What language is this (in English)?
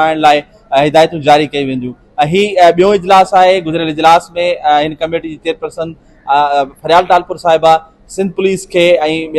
Sindhi